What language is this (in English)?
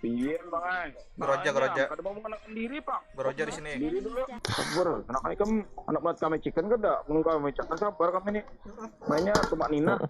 Banjar